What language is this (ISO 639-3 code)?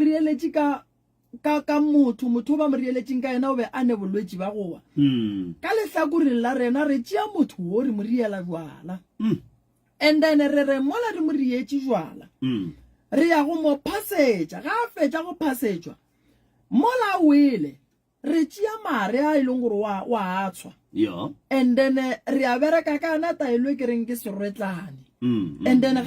nso